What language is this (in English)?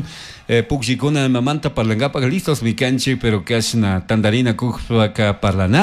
Chimborazo Highland Quichua